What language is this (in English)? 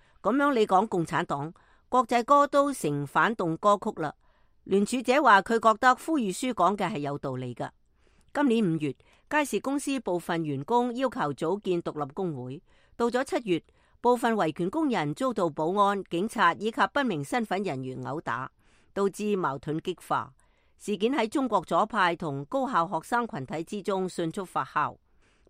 Cantonese